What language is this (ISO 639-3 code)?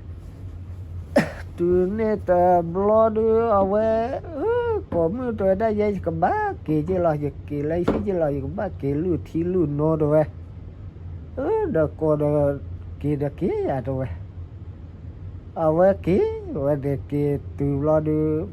ksw